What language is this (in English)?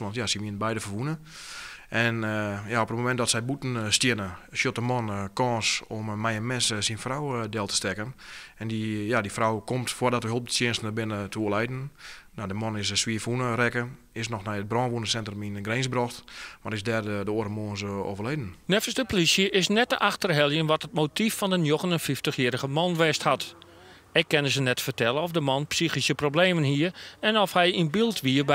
Western Frisian